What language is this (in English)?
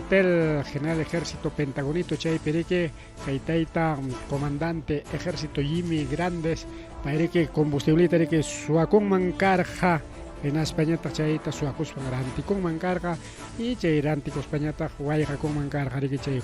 Ayacucho Quechua